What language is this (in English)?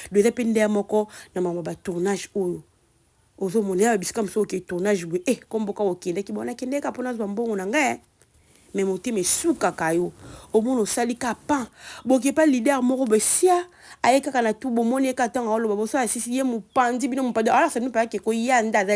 Lingala